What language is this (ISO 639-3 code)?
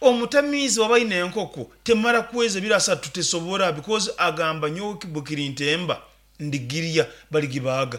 nyn